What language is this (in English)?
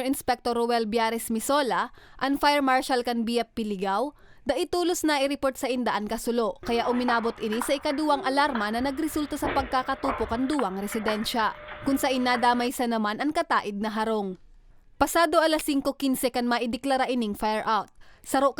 Bikol